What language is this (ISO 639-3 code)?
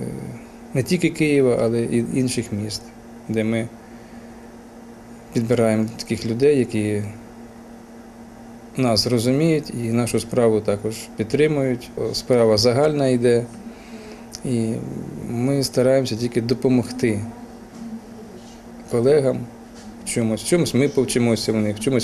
ukr